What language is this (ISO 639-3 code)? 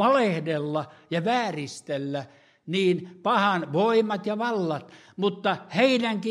fin